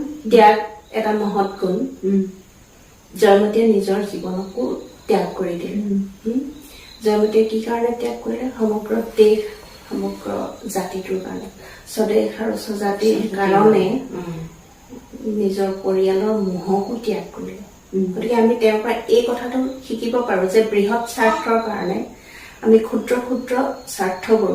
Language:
Assamese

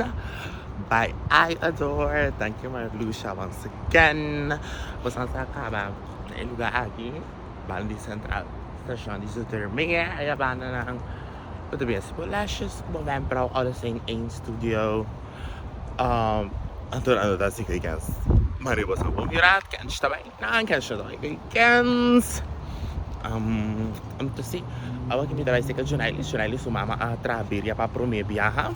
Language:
Papiamento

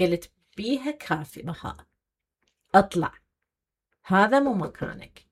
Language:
Mesopotamian Arabic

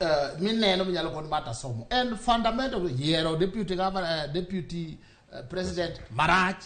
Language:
Luo (Kenya and Tanzania)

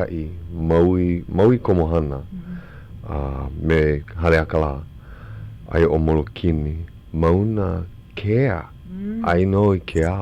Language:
Hawaiian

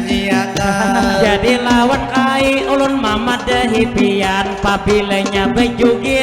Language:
Banjar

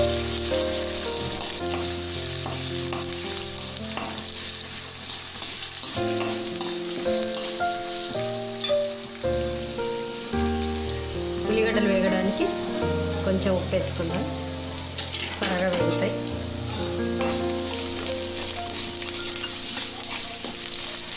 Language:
Telugu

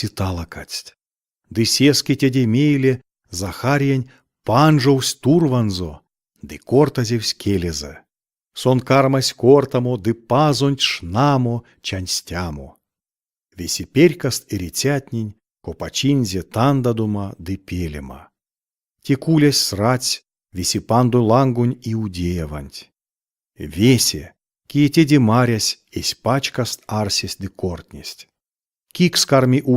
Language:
Erzya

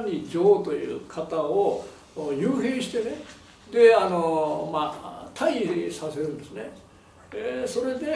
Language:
Japanese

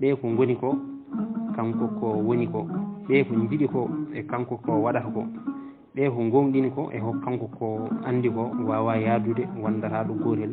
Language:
Fula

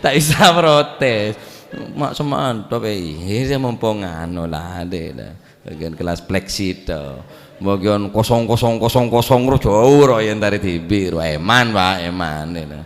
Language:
Madurese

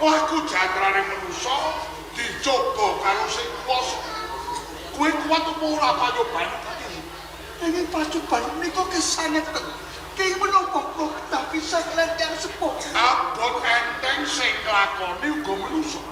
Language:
Javanese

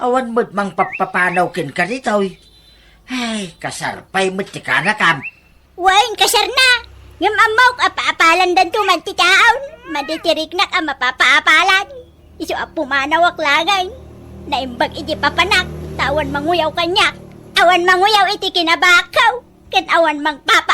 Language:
Iloko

